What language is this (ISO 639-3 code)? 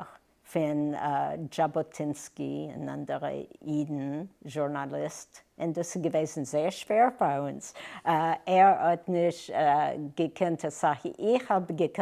yid